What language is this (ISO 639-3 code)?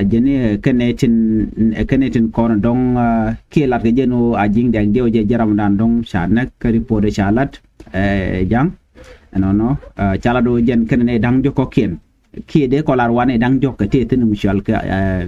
nus